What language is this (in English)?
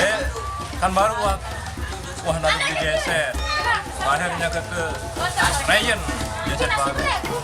Sasak